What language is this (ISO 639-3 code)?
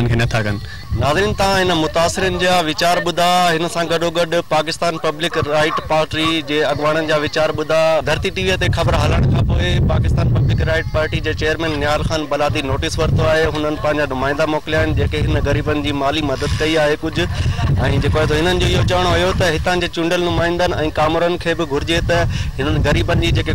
snd